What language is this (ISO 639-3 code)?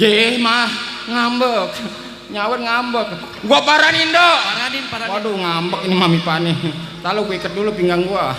bew